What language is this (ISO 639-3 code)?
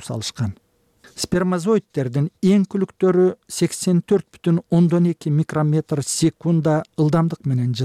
kir